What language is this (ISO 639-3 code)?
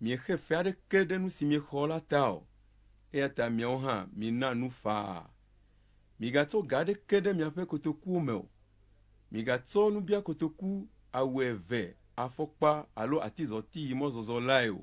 ewe